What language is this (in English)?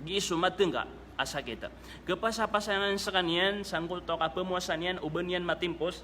Maranao